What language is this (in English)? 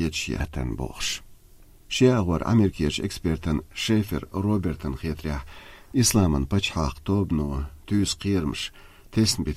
Chechen